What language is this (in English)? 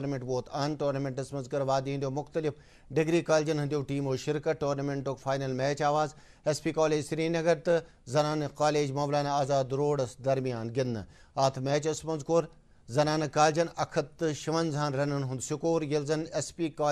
Kashmiri